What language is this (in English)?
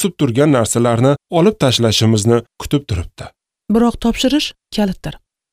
Uzbek